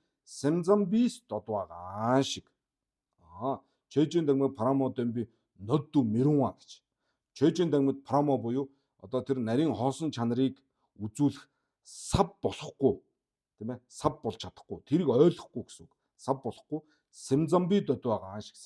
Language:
Mongolian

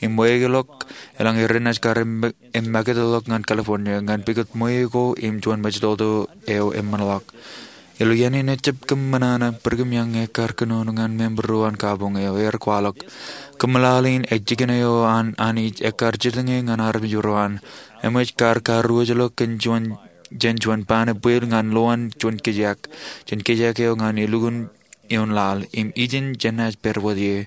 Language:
Marshallese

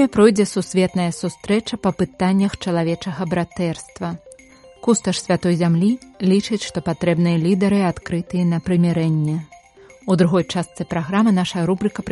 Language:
Belarusian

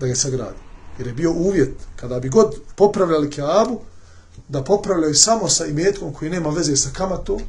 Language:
Bosnian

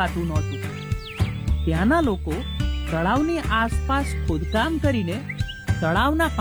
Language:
Gujarati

